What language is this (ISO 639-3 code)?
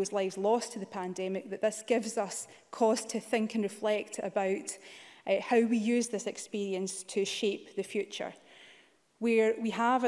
eng